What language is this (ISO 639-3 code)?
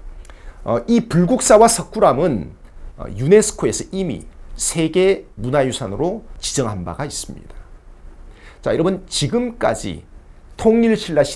kor